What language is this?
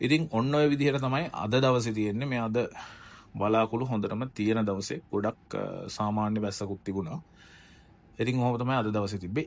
Sinhala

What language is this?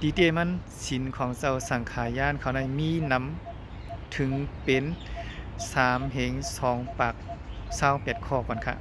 Shan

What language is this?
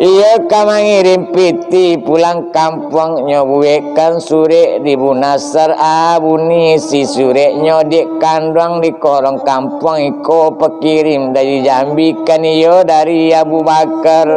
Minangkabau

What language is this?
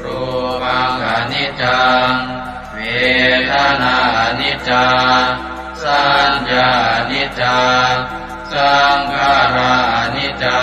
Pali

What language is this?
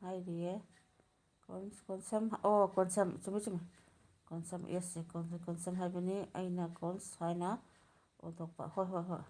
Manipuri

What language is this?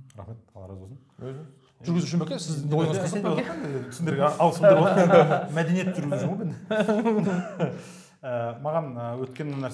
Kazakh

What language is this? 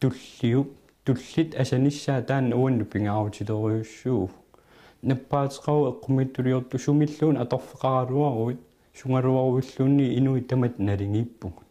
Kalaallisut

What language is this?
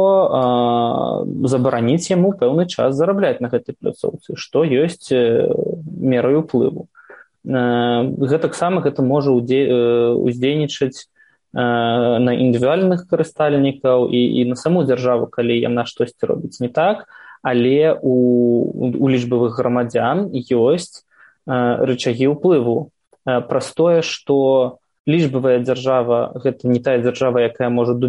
Belarusian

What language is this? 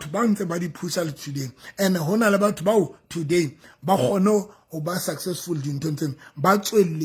Southern Sotho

